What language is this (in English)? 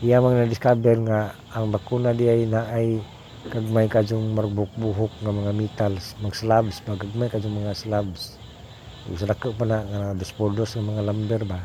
Cebuano